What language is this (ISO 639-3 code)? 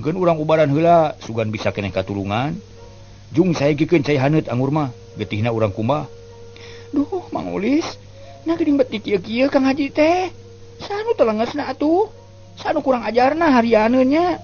sun